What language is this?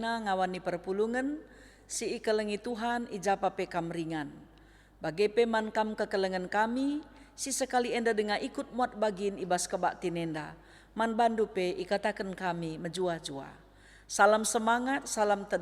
Batak Karo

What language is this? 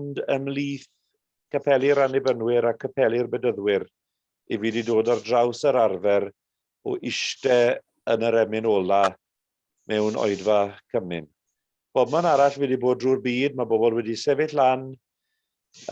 Welsh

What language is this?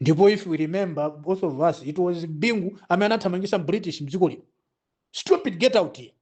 Nyanja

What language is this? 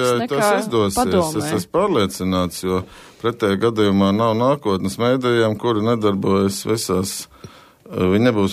Latvian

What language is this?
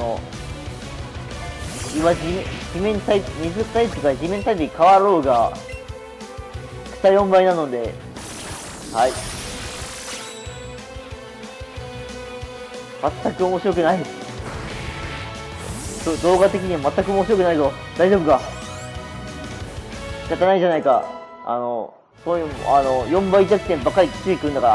Japanese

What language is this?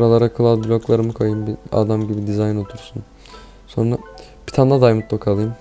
Turkish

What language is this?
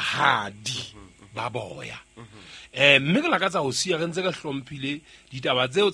Southern Sotho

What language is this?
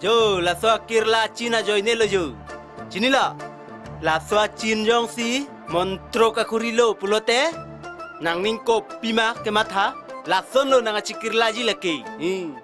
Karbi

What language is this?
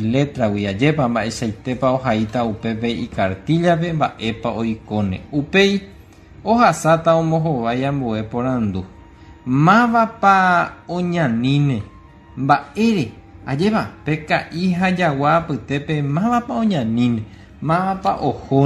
Guarani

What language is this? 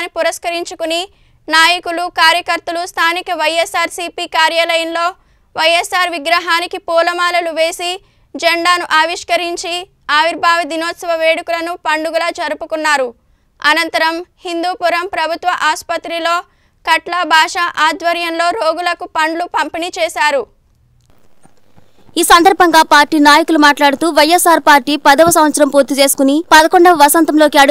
Telugu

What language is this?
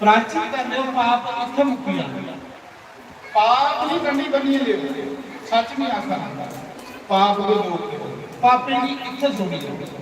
Dogri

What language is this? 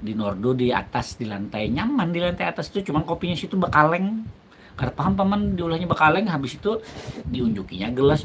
Banjar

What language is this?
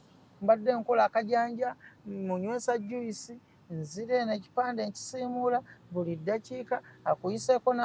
Ganda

